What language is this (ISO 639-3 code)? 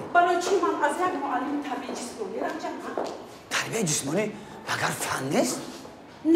tgk